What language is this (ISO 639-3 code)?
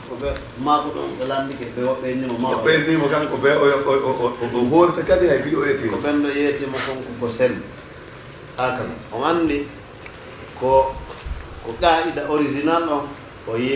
ful